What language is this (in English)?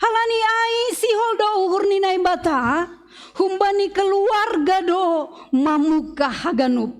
Batak Simalungun